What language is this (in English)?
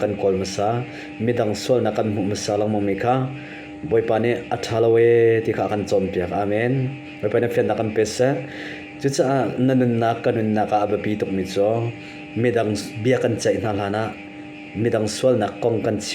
Hakha Chin